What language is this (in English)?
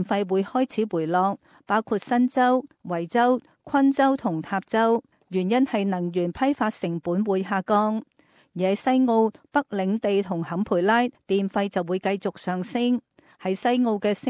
Cantonese